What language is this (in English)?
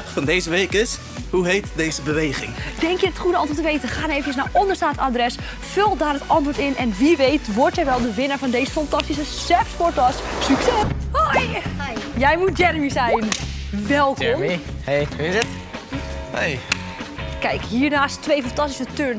Dutch